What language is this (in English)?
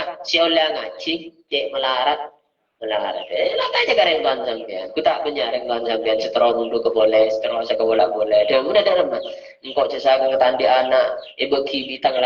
Madurese